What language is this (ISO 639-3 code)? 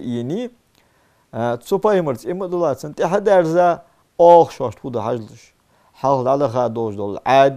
inh